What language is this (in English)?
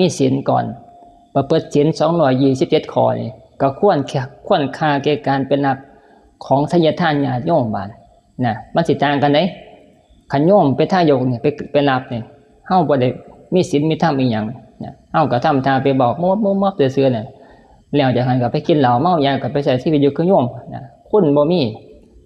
Northeastern Thai